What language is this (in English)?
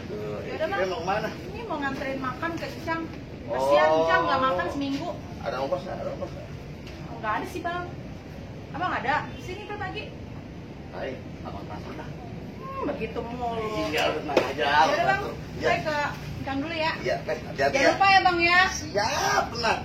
Betawi